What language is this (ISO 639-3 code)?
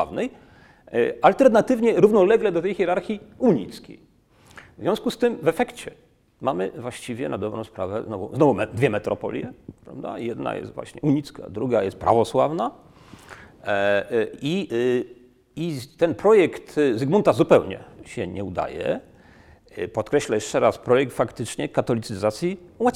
pol